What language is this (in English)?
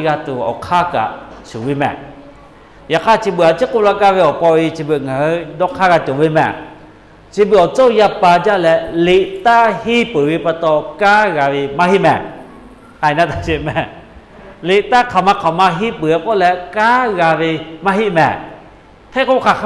Lahu